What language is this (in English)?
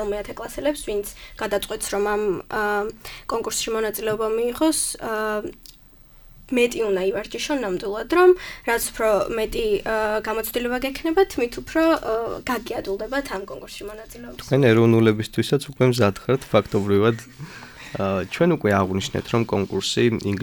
Georgian